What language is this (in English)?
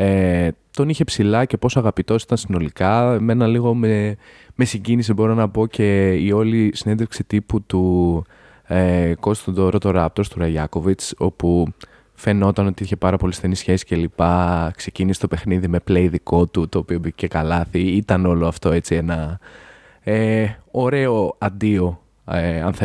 Greek